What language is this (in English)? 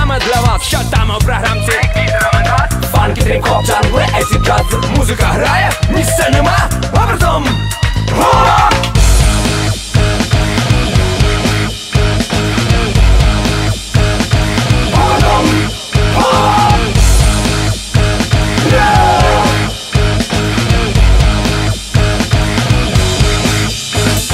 Ukrainian